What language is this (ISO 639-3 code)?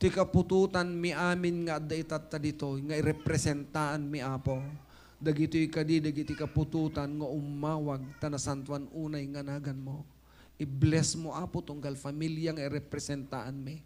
ilo